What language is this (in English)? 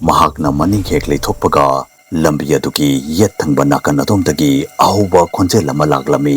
Manipuri